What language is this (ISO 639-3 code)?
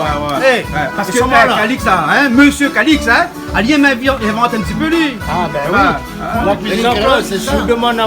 rcf